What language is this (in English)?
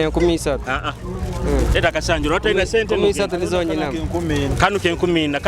Nyoro